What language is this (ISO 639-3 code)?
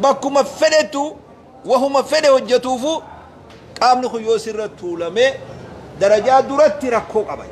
orm